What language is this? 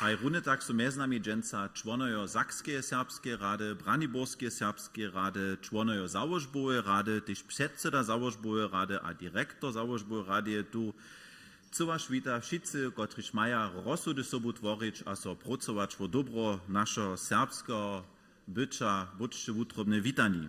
Upper Sorbian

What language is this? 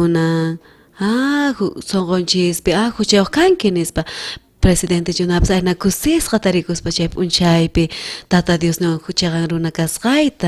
South Bolivian Quechua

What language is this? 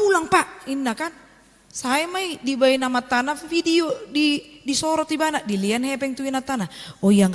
Batak Toba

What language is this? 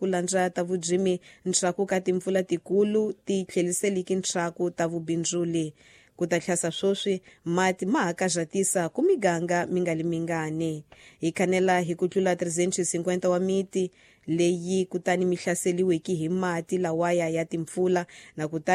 Tsonga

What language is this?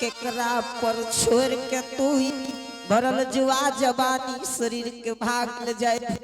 Angika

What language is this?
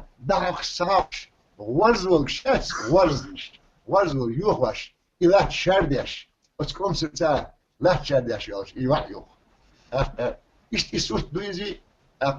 Chechen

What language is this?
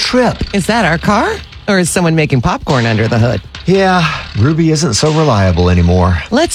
English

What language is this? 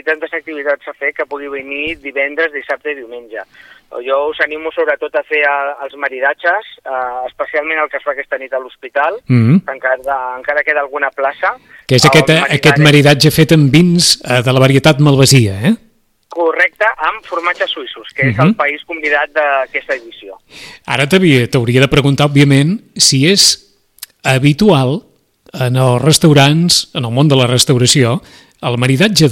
Catalan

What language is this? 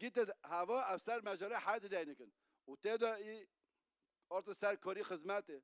Kurdish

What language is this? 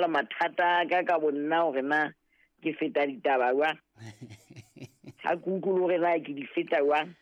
Southern Sotho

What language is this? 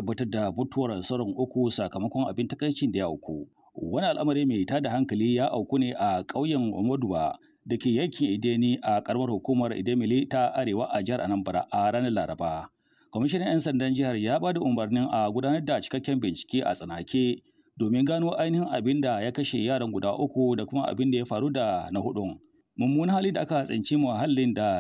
Hausa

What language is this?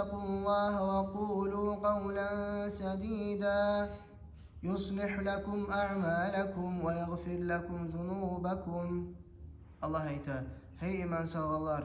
Kumyk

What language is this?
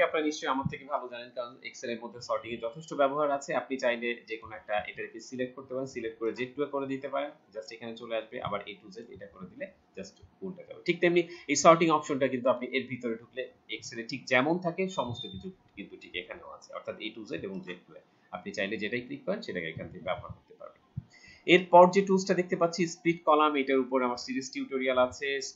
Bangla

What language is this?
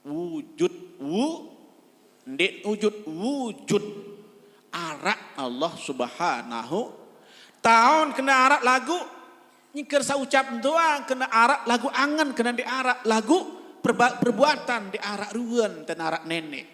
Sasak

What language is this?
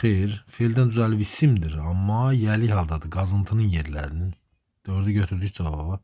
Azerbaijani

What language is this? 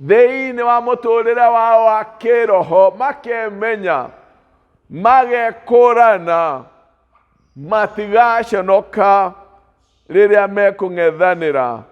Kikuyu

